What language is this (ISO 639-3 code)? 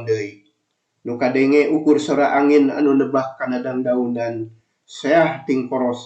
sun